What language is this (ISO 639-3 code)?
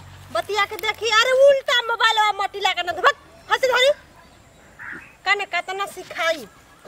bho